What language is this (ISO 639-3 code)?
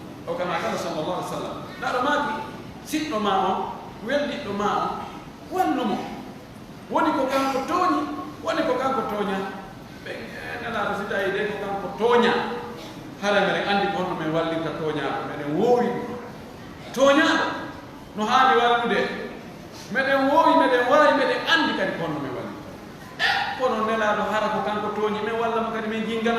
fuf